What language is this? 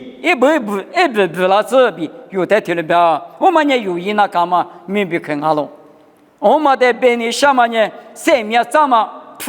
Lisu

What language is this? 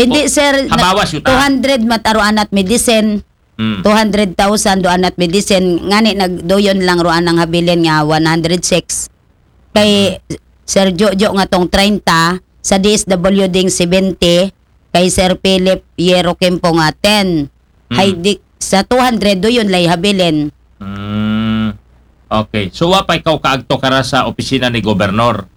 Aklanon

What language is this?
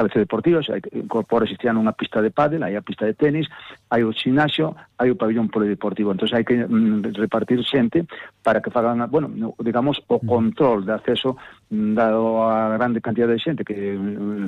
Galician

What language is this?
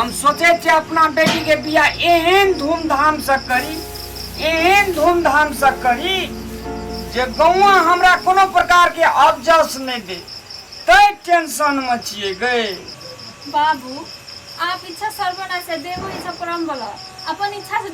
Maithili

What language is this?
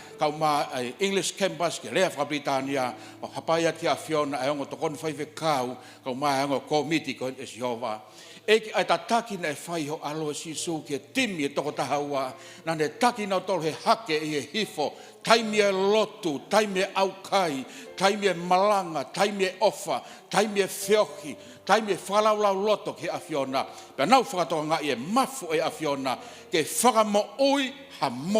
Tongan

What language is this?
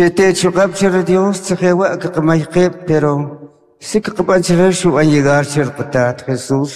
Kʼicheʼ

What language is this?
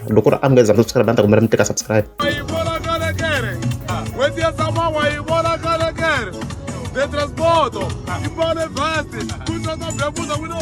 Tsonga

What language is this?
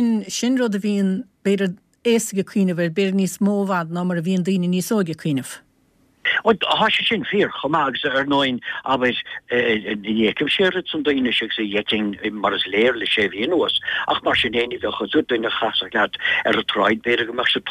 Irish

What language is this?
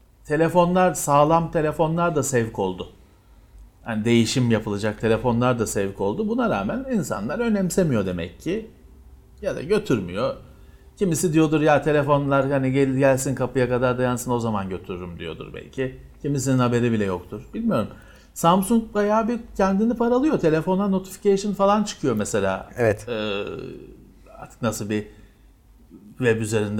Turkish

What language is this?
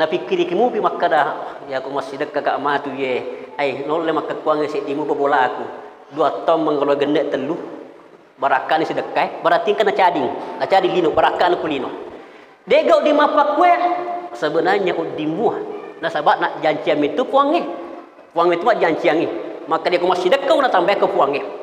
Buginese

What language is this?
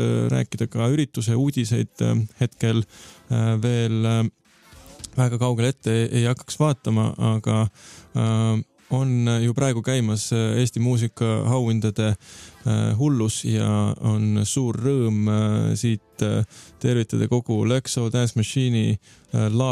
Estonian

